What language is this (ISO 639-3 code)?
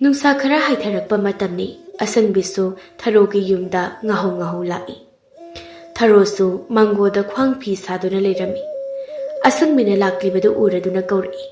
mni